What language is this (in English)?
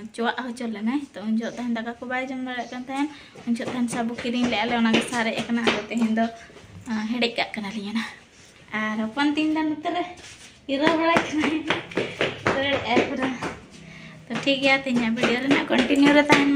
Santali